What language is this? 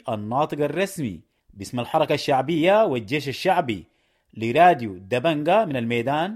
Sudanese Arabic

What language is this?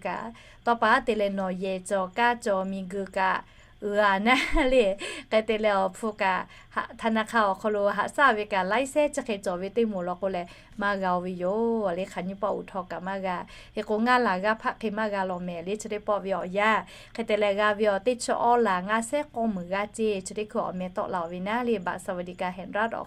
Lahu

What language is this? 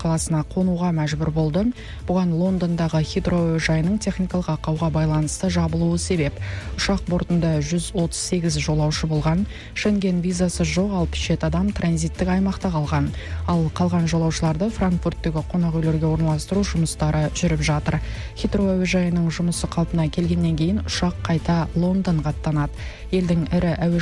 Kazakh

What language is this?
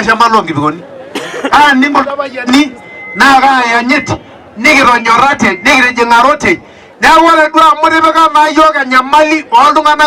Masai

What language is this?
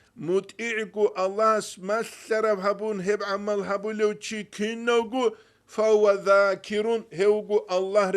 Avaric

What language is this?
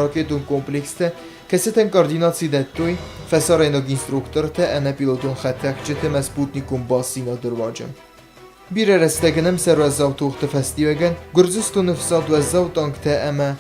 Ossetic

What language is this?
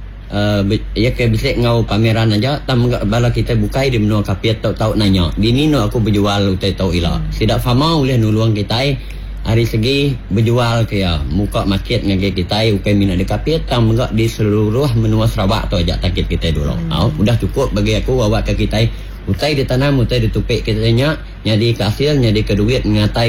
Iban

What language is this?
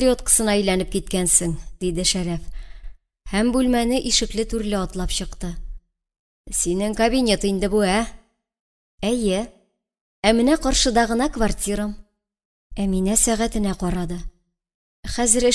Tatar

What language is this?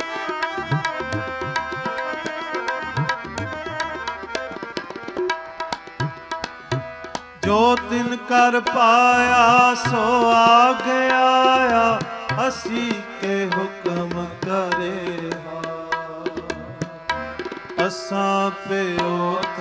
Punjabi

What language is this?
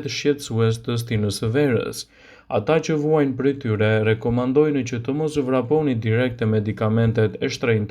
Albanian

